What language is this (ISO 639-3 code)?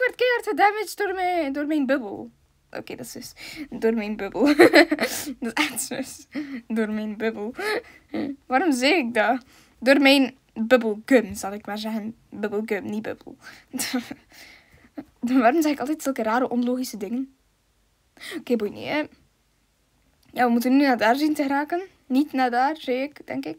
nld